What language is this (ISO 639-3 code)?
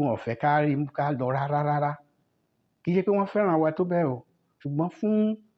yor